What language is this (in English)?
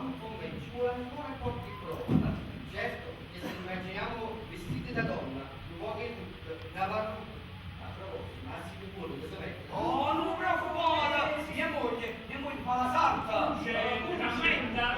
Neapolitan